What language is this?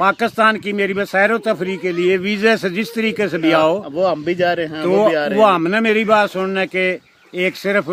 Haryanvi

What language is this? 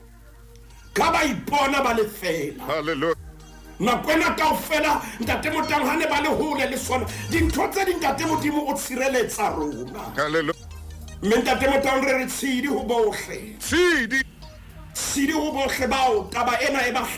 Southern Sotho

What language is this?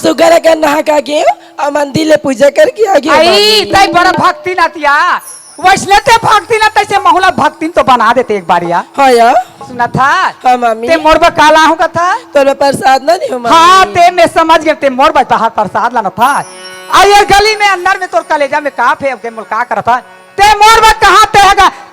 Chhattisgarhi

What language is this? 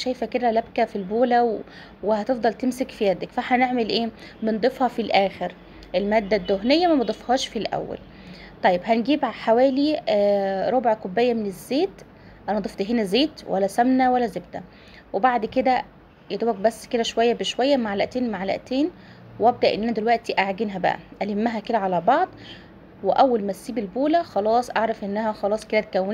Egyptian Arabic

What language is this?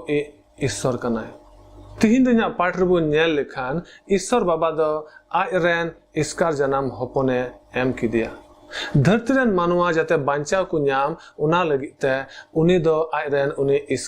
Santali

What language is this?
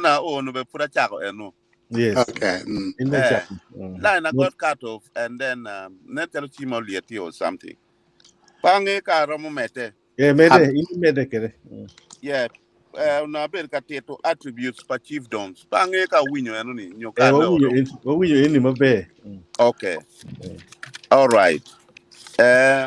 Acoli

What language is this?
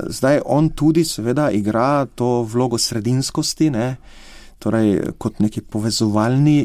Slovenian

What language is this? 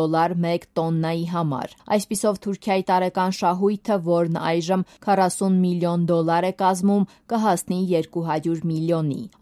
Armenian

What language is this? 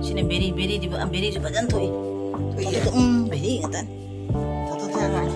Manipuri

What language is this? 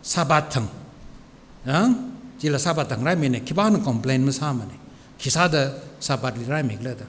Tangkhul Naga (India)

